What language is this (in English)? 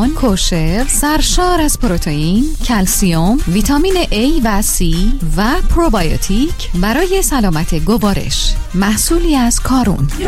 Persian